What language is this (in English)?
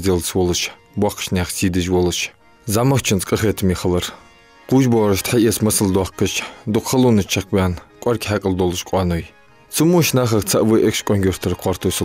Ingush